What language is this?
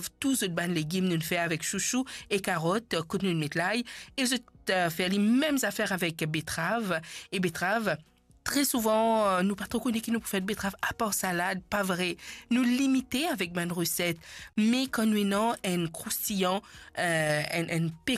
Morisyen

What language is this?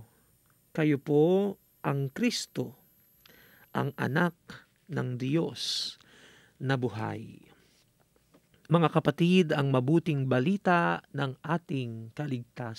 Filipino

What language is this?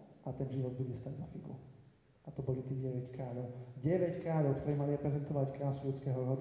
Slovak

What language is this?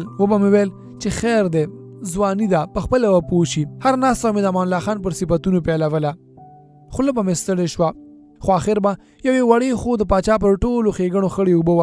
Pashto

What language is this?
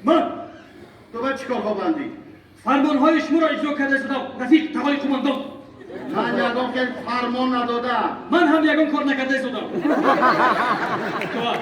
Tajik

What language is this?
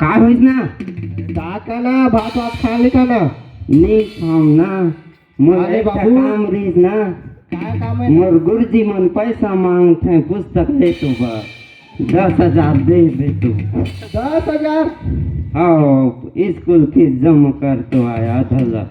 Chhattisgarhi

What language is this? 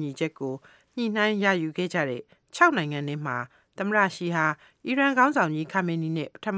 Burmese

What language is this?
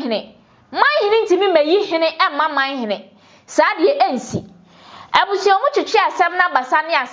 Akan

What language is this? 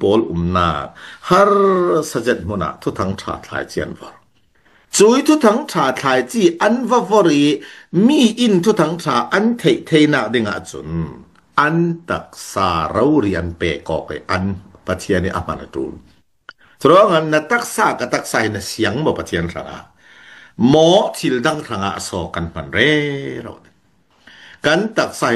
Falam Chin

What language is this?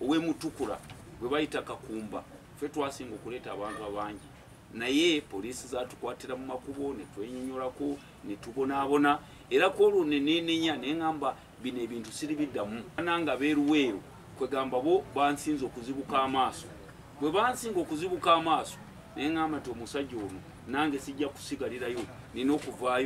Ganda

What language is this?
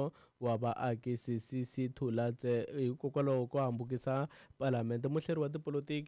Tsonga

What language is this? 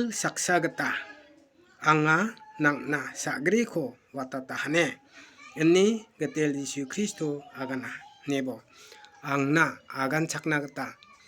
Garo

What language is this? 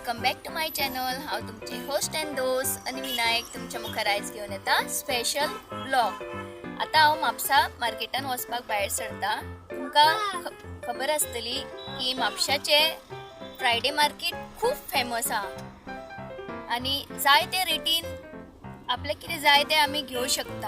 Konkani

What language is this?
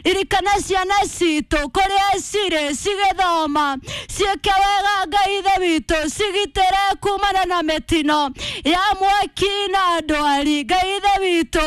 Kikuyu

